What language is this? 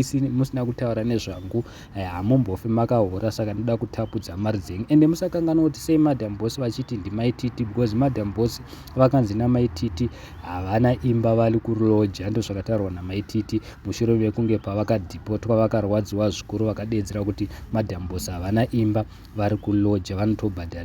Shona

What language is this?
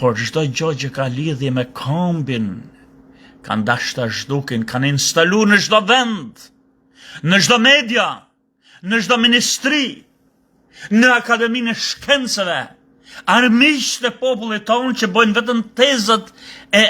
Albanian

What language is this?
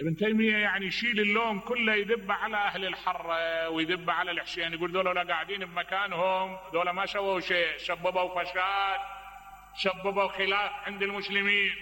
Mesopotamian Arabic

